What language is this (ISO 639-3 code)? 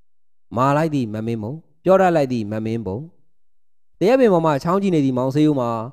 mya